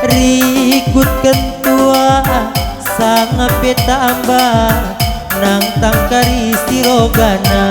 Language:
Batak Karo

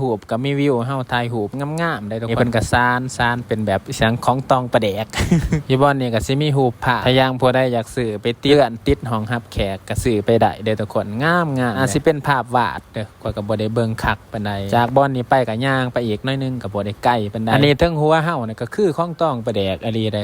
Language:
Lao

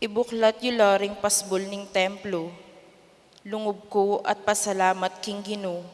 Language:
Pampanga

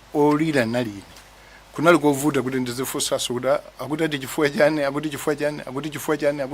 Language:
Nyanja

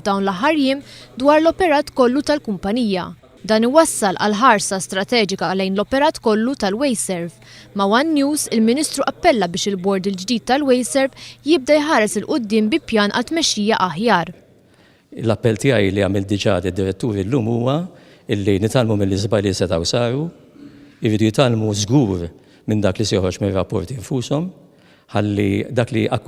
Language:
Maltese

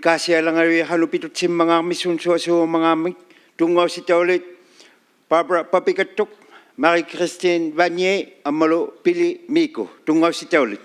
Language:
Inuktitut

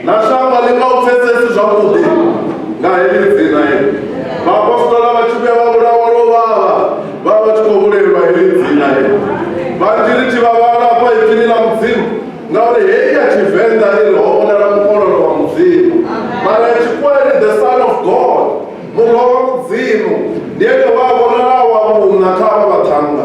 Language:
Venda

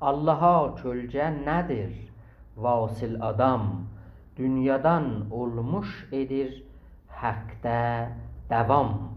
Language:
South Azerbaijani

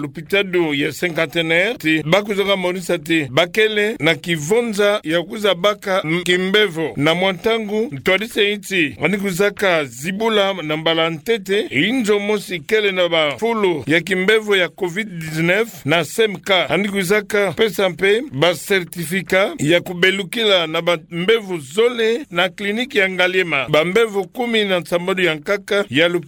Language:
Kituba (Democratic Republic of Congo)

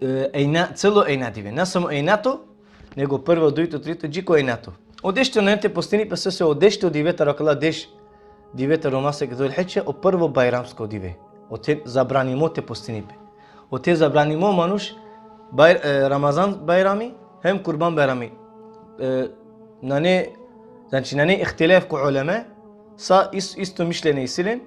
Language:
Balkan Romani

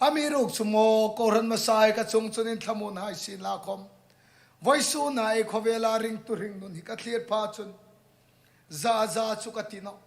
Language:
Hmar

